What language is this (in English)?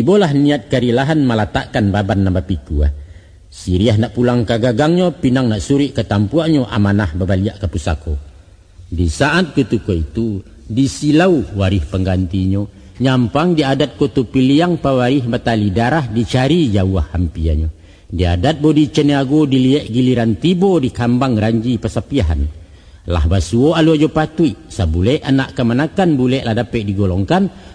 Minangkabau